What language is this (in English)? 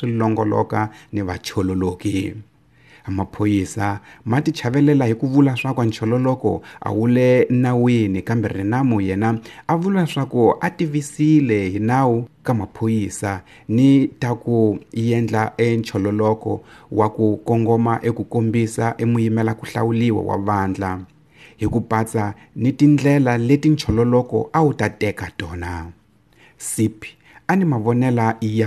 Tsonga